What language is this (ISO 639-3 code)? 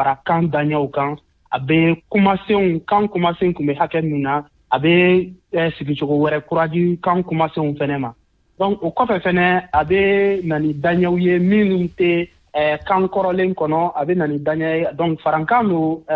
bam